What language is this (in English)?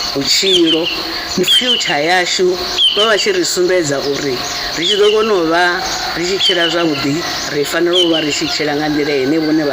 Venda